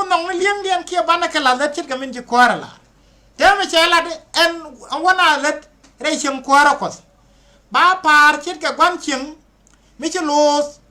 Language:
Nuer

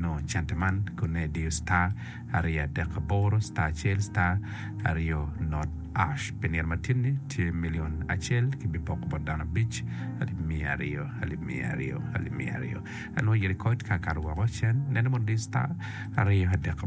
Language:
Acoli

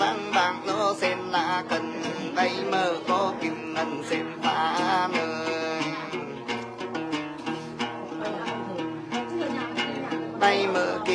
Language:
Vietnamese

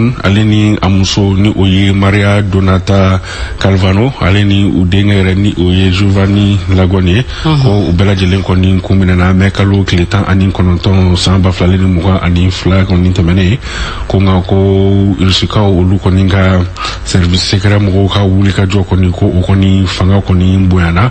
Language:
Bambara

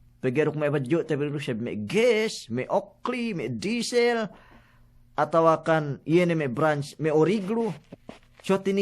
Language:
Yakan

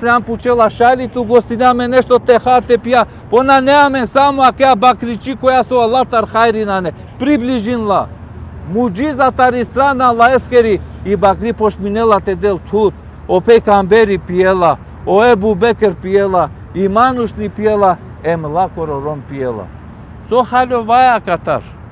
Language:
Balkan Romani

